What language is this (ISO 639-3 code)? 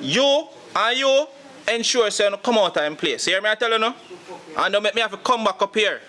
jam